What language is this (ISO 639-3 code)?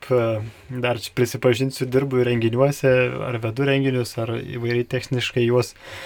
lit